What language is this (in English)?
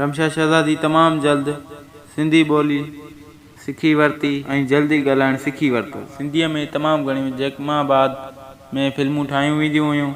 Sindhi